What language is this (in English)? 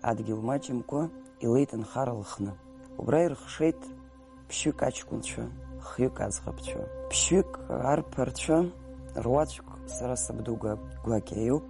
Abkhazian